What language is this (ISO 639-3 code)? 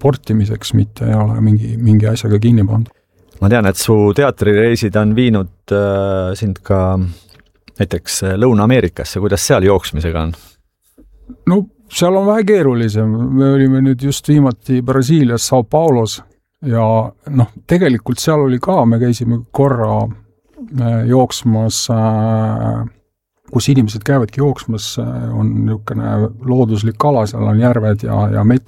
est